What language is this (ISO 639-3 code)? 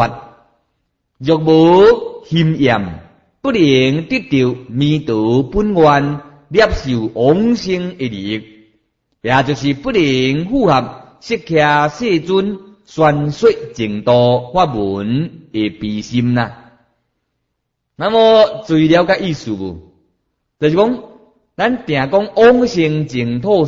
nan